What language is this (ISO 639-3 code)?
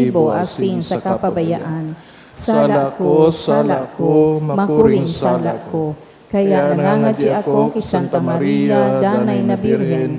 bik